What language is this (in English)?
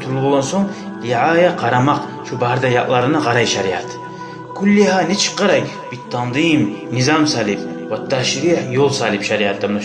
Kumyk